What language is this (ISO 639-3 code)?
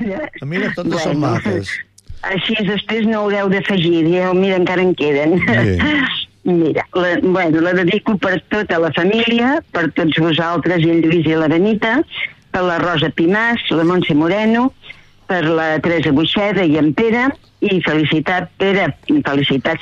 cat